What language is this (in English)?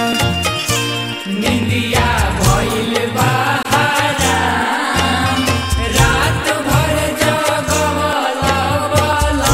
Bhojpuri